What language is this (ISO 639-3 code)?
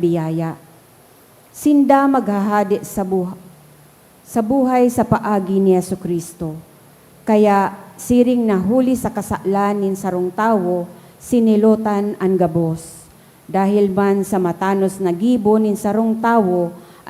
bik